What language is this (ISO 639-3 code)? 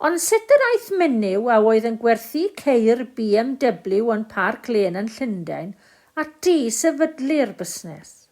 cym